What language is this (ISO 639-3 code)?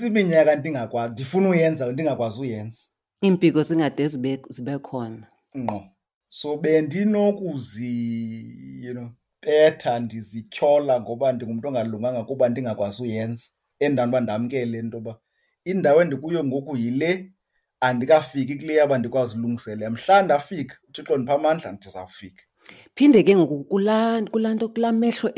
xho